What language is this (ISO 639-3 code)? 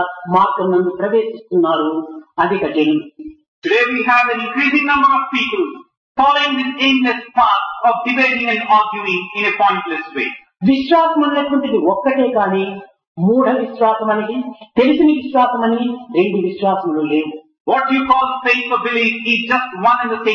tel